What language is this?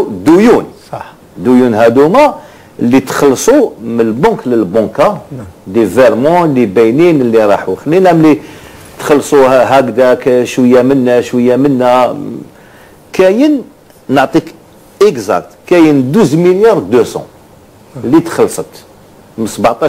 Algerian Arabic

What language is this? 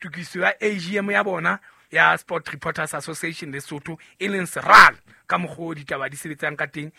Southern Sotho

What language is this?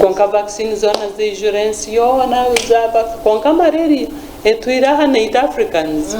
Nyankole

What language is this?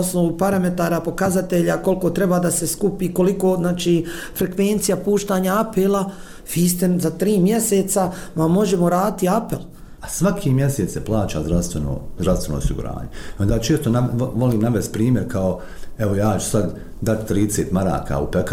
Bosnian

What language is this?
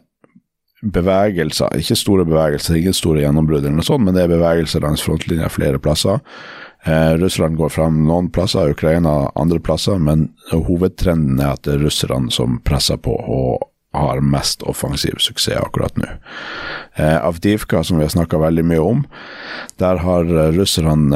Norwegian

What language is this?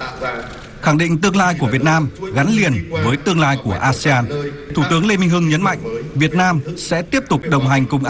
Vietnamese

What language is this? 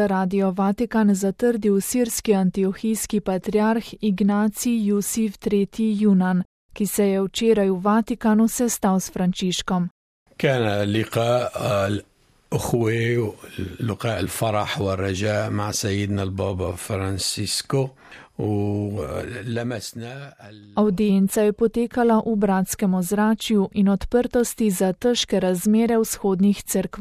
Slovenian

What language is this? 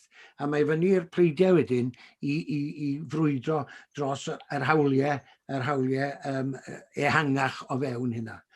Welsh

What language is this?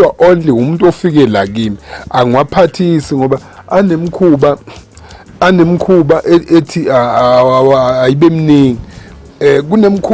Zulu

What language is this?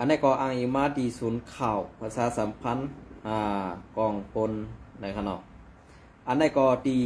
Shan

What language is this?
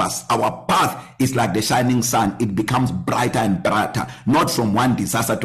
English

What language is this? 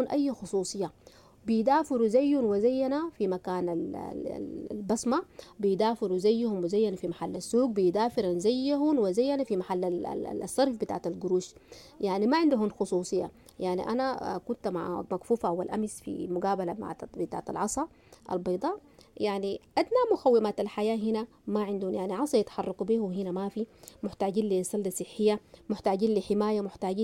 Sudanese Arabic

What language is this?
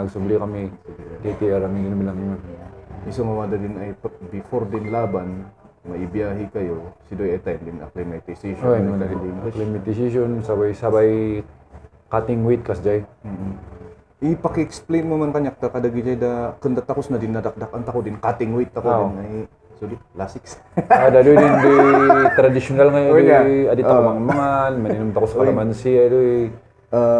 Kankanaey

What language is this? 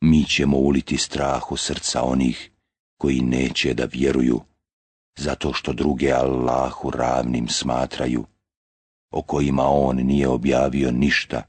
Bosnian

